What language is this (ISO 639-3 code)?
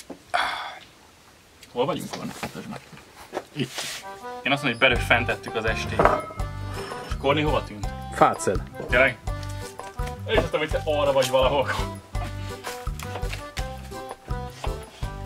hun